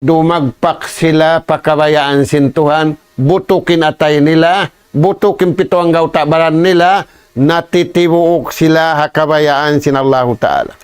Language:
Tausug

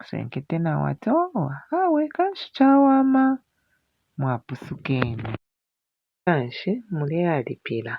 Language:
Bemba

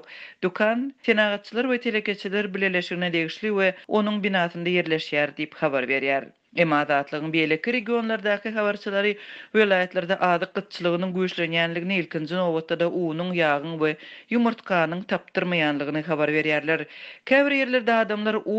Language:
Turkmen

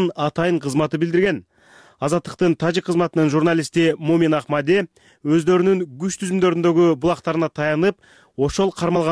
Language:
Kyrgyz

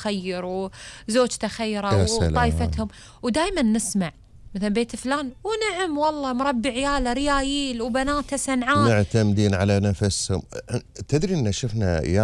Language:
Gulf Arabic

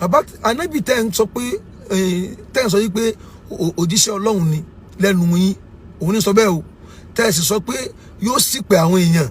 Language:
Yoruba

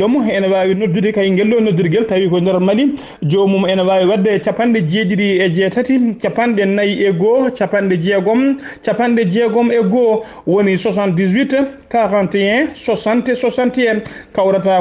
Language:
Fula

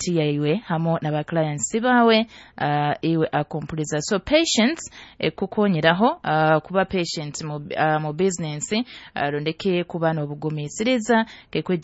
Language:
Nyoro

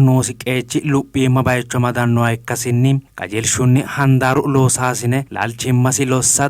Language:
Sidamo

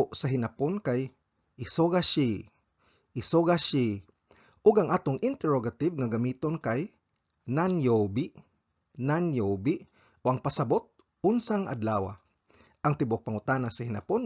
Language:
Cebuano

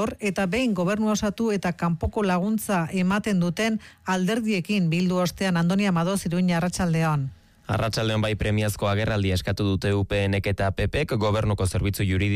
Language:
Basque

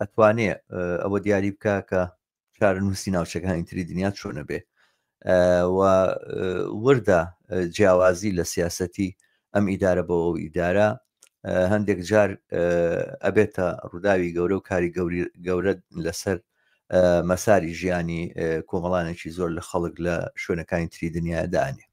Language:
Central Kurdish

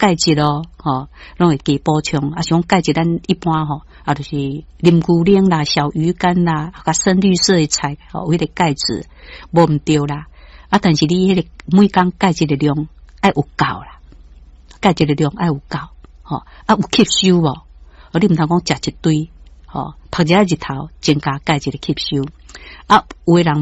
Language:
Min Nan Chinese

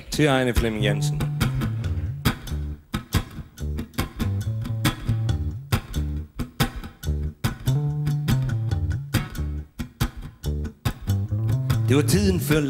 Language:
Danish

